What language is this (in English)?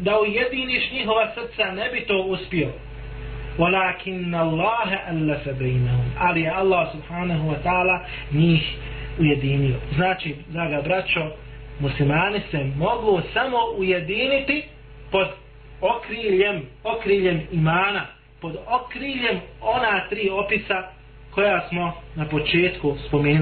Bosnian